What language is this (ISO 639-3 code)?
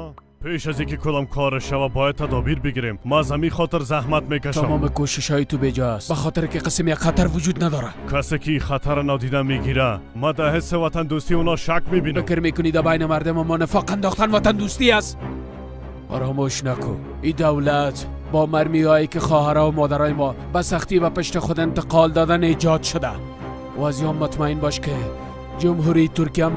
fas